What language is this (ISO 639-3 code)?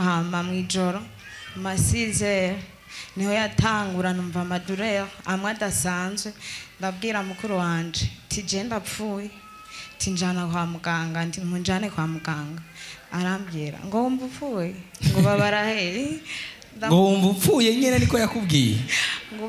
run